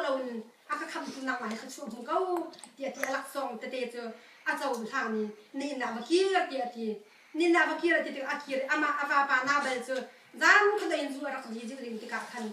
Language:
Hakha Chin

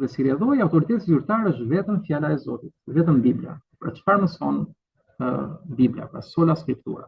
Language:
Albanian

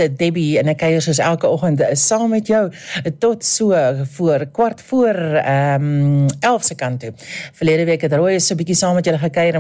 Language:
Afrikaans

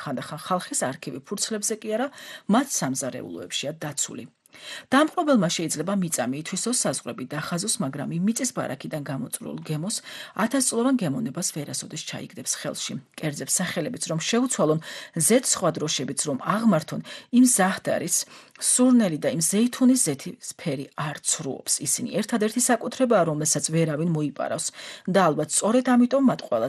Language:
Georgian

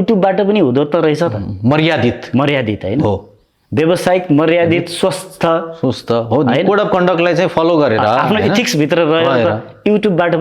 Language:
Nepali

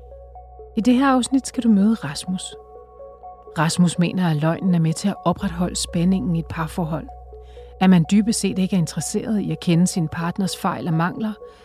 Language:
Danish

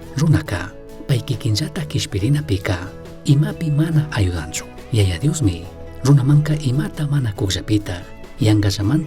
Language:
Chimborazo Highland Quichua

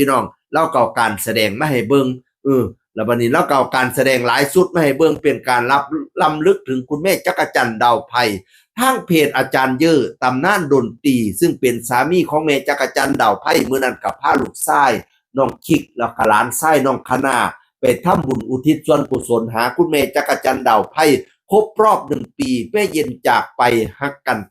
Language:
Northeastern Thai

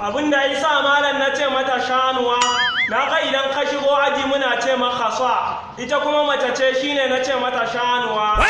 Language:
Hausa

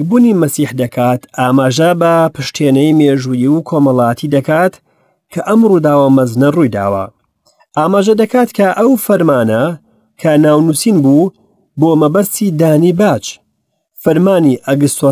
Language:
Central Kurdish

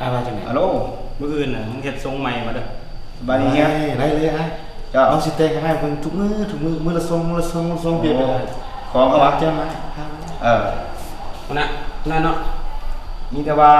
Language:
Lao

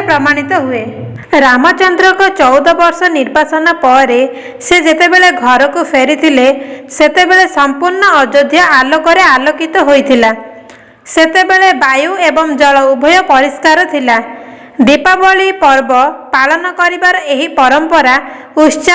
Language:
Odia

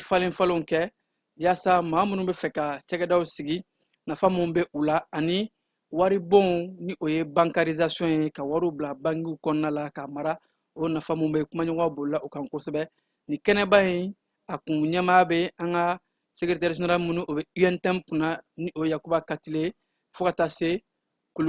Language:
Bambara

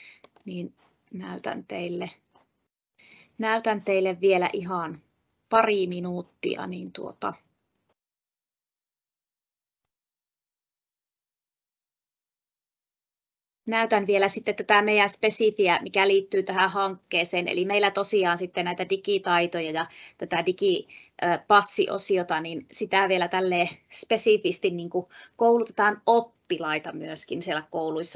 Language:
Finnish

